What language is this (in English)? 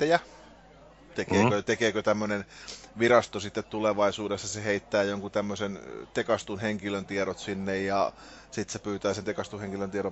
Finnish